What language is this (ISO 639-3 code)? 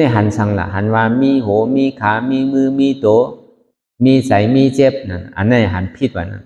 shn